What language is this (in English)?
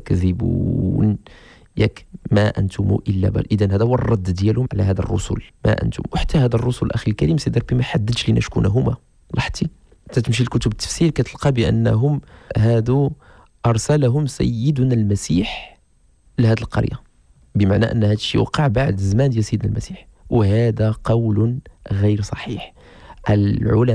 Moroccan Arabic